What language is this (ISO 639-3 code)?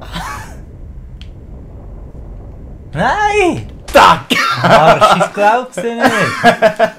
gsw